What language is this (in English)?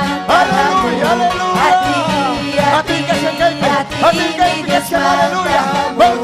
Ayacucho Quechua